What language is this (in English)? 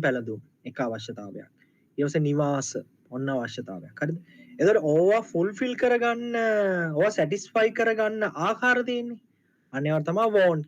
Sinhala